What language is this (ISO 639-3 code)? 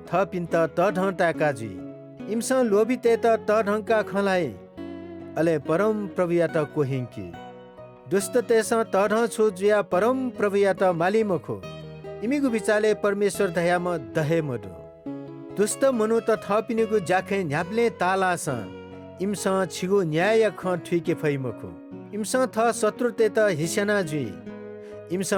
new